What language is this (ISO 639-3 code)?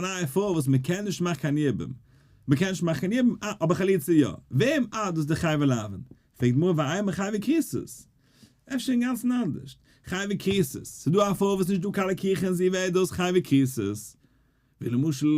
yid